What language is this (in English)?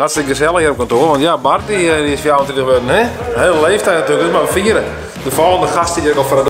Western Frisian